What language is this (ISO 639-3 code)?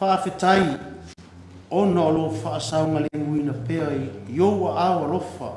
smo